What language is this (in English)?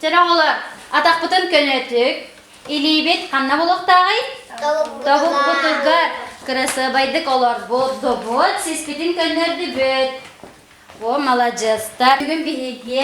Yakut